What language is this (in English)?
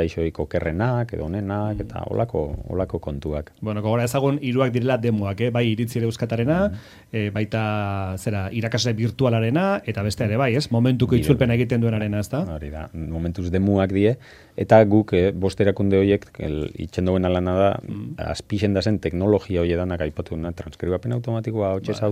Basque